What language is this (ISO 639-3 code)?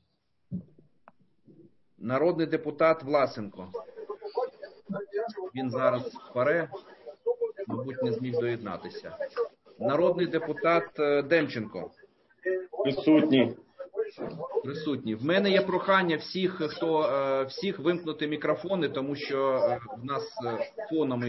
ukr